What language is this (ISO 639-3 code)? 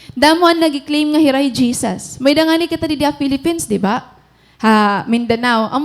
war